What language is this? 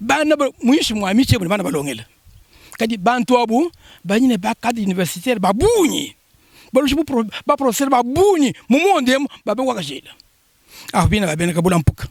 Luba-Lulua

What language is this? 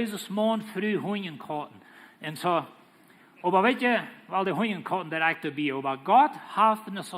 Plautdietsch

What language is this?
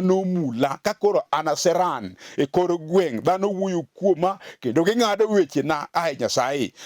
Luo (Kenya and Tanzania)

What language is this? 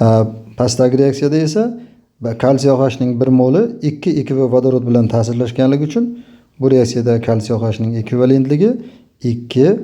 Uzbek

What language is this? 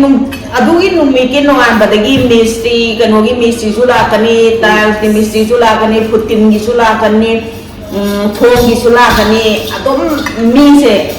Manipuri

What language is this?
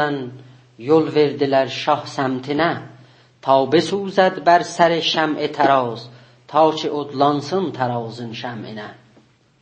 South Azerbaijani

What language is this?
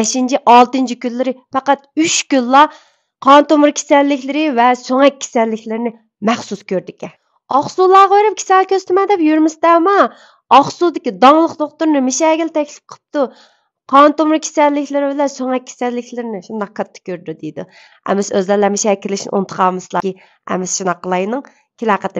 Uyghur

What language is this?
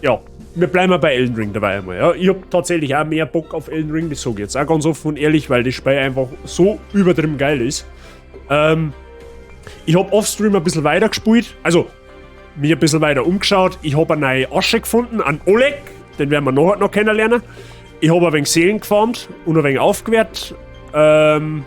Bavarian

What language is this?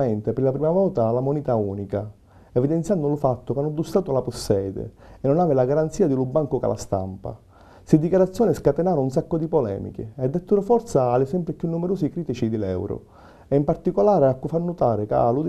Sicilian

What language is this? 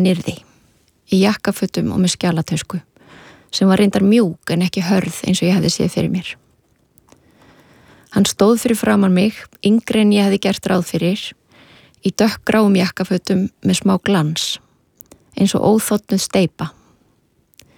Icelandic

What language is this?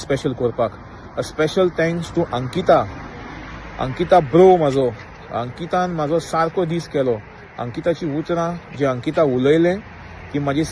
Konkani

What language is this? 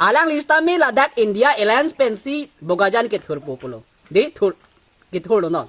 Karbi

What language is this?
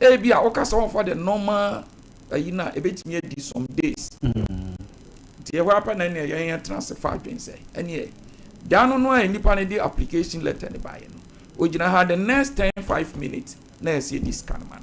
Akan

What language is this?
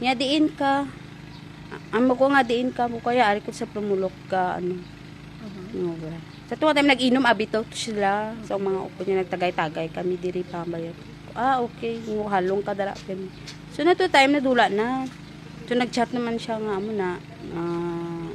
Hiligaynon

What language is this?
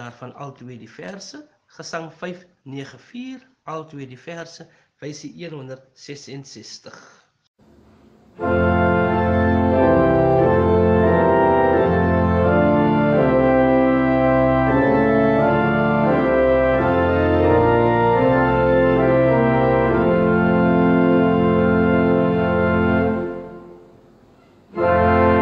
Afrikaans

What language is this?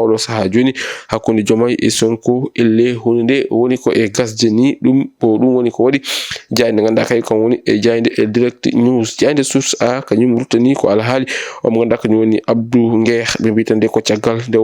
Fula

